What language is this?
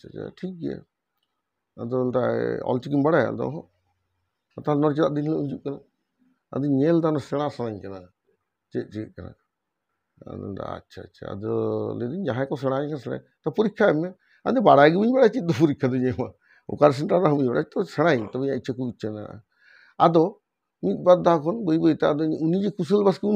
Santali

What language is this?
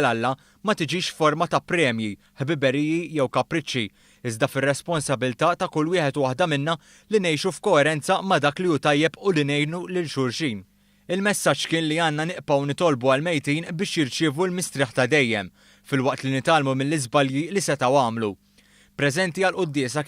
Maltese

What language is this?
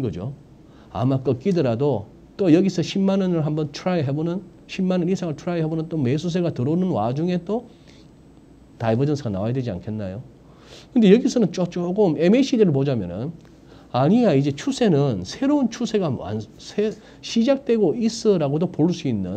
Korean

